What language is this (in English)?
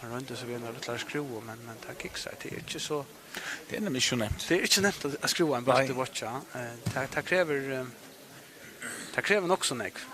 Faroese